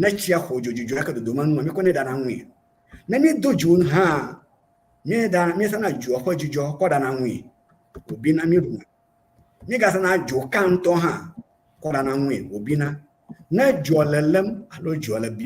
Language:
Ewe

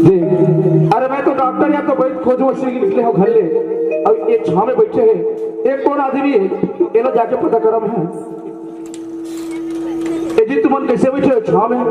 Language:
Chhattisgarhi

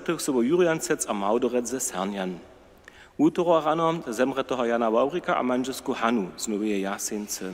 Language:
Upper Sorbian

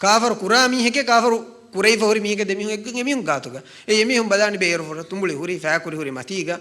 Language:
Divehi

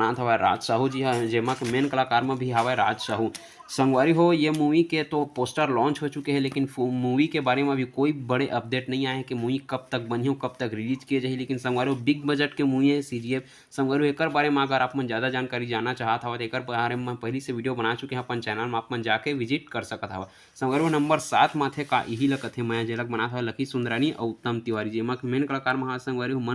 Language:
Chhattisgarhi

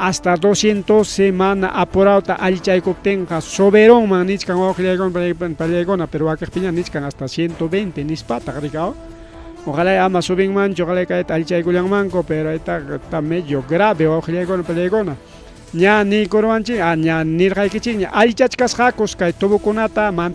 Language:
Ayacucho Quechua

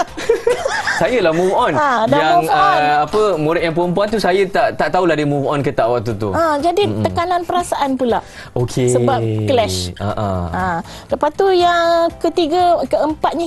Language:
Malay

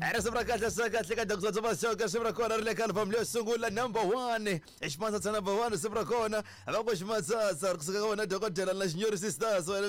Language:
Tsonga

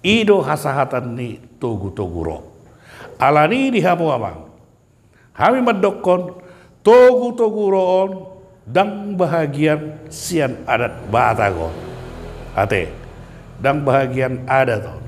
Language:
Batak Toba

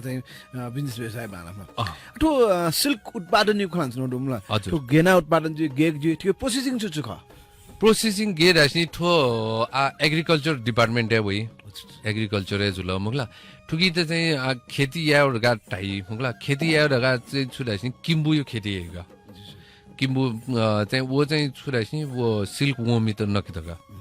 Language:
Newari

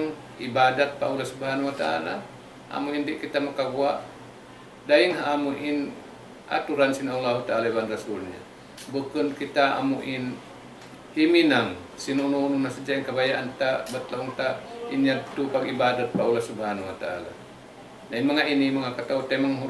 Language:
Tausug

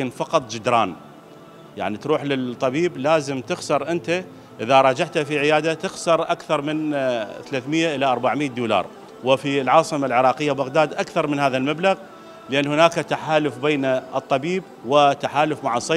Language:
Mesopotamian Arabic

